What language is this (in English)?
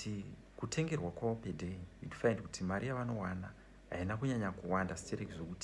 Shona